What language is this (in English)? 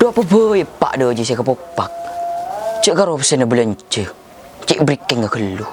Madurese